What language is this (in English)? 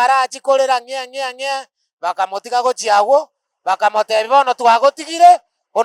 Gusii